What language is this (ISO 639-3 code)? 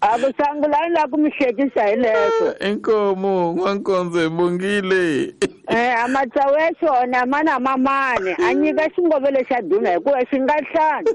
tso